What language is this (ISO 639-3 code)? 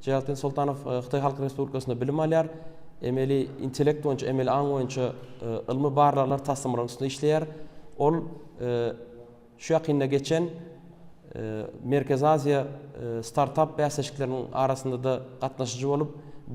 tuk